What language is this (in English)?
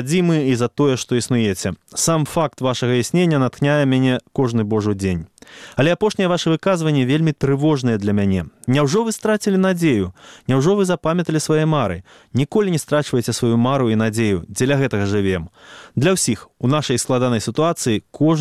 Belarusian